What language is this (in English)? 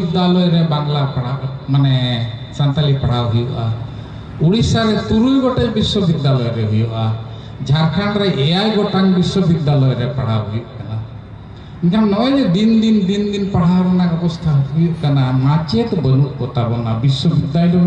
Santali